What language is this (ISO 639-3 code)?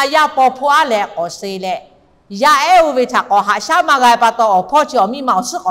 lhu